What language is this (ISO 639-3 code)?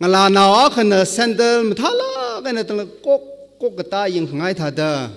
nmf